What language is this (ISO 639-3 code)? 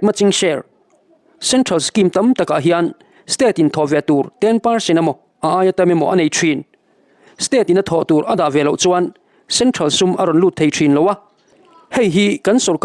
lus